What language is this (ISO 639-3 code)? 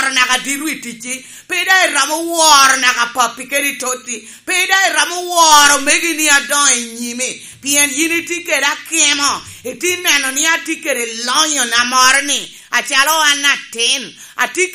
laj